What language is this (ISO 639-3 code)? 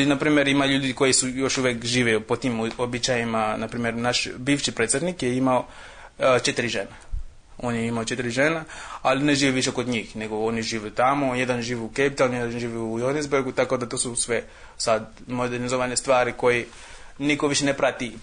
srp